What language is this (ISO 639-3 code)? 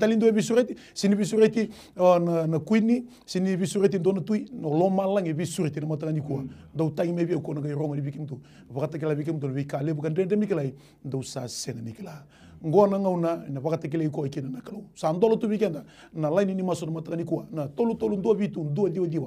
fij